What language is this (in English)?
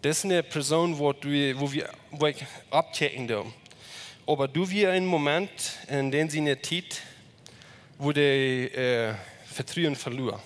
Plautdietsch